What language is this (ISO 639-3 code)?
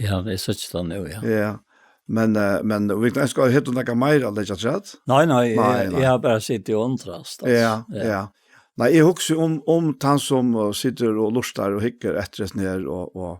fao